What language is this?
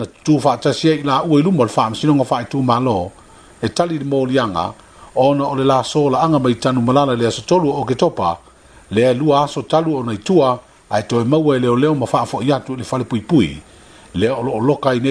Samoan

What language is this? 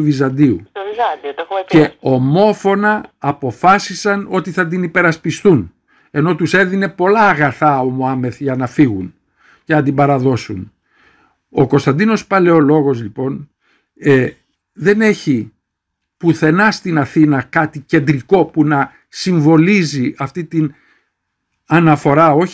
Greek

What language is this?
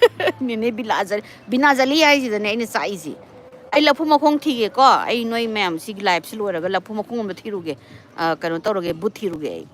Manipuri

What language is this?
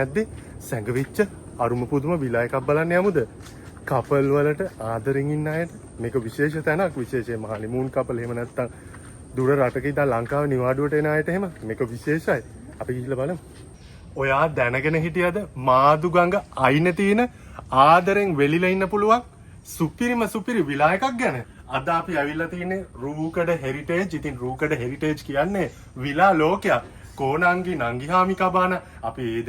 Sinhala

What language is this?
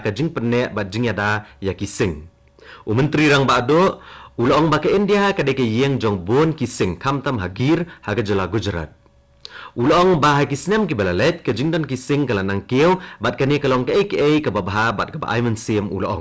Khasi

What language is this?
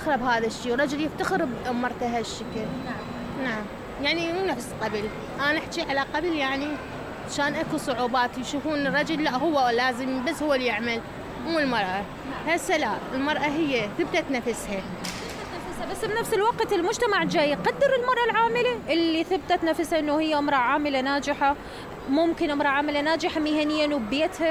Mesopotamian Arabic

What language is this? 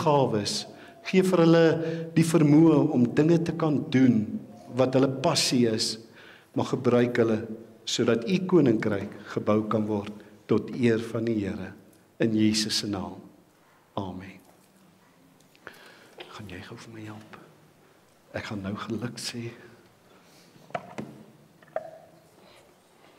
Afrikaans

